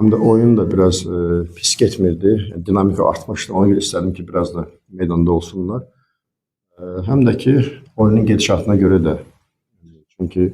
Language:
Azerbaijani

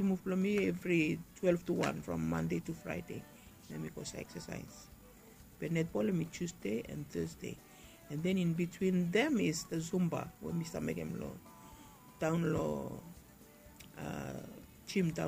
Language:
Bislama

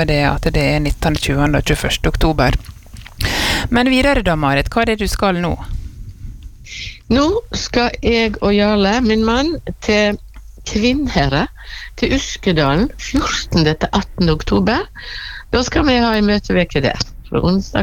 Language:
Norwegian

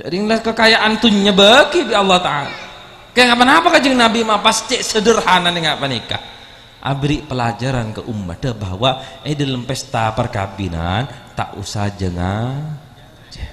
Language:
Madurese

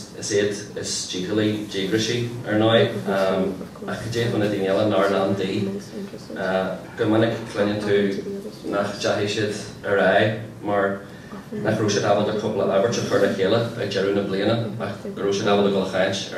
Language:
Irish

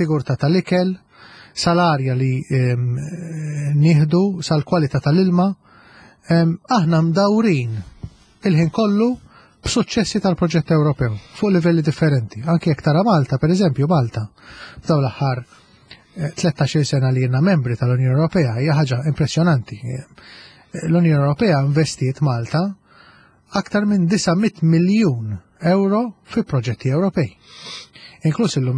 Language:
Maltese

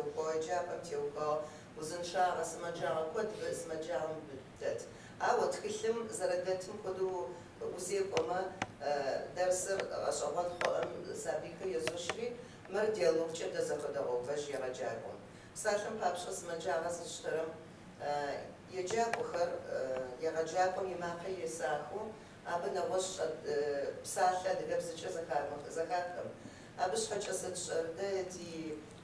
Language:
Kabardian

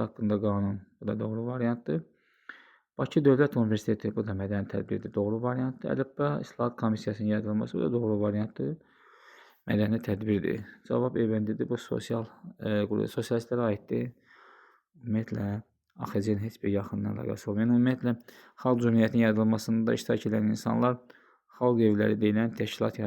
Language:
Azerbaijani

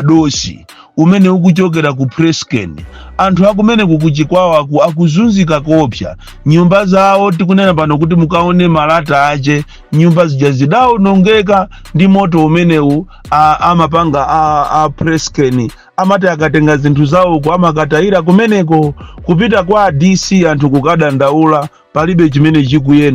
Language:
Nyanja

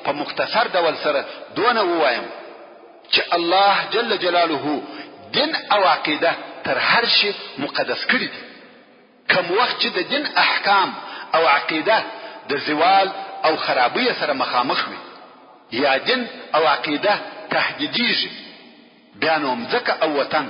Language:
Pashto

